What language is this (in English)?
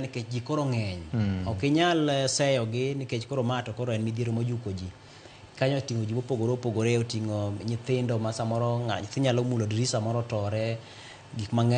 Luo (Kenya and Tanzania)